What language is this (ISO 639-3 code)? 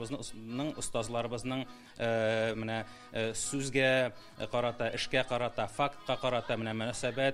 tat